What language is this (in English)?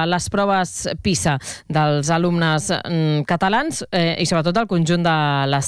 Catalan